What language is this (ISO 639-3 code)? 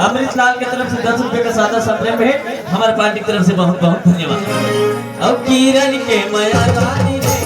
hne